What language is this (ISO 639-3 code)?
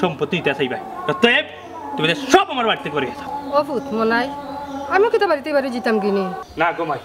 syl